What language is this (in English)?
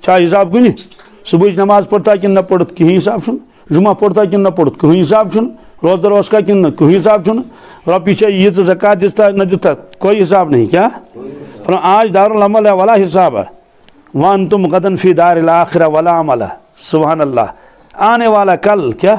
Kashmiri